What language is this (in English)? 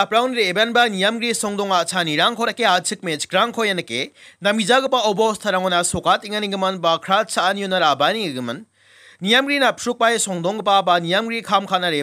Garo